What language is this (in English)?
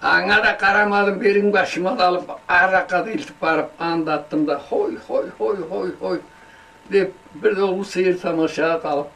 Karachay-Balkar